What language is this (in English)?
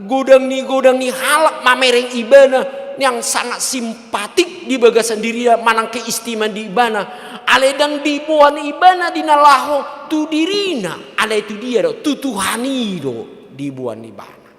Batak Toba